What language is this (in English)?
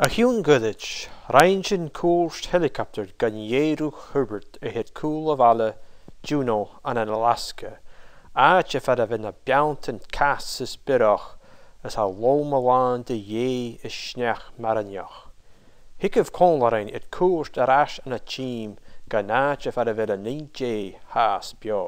Scottish Gaelic